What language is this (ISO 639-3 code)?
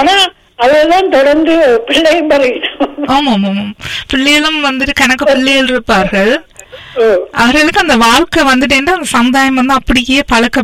tam